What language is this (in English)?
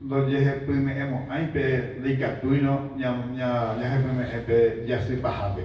Guarani